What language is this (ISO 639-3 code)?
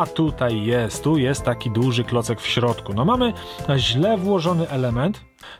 pol